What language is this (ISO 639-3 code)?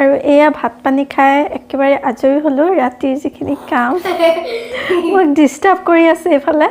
asm